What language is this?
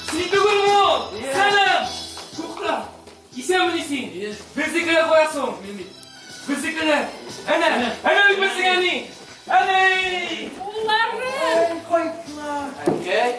Tatar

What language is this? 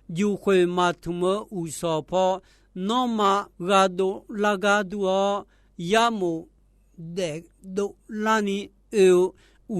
Akha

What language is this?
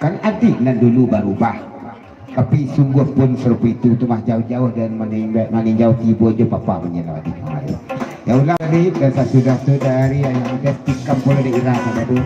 Minangkabau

